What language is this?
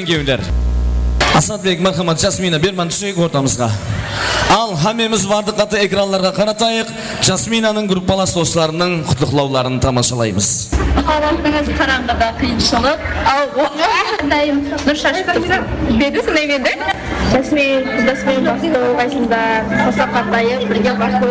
Kara-Kalpak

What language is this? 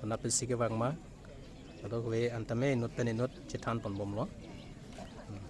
Karbi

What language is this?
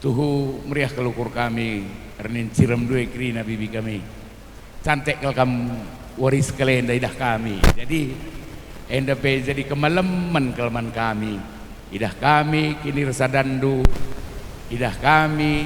Batak Karo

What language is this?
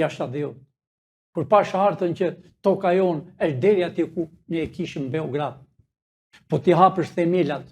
Albanian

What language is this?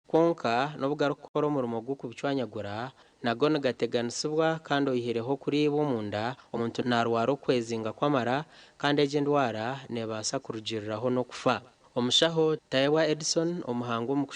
Nyankole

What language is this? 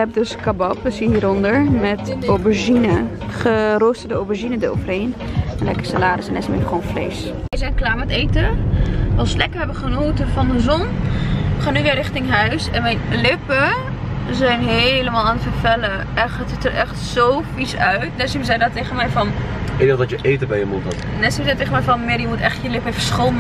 Dutch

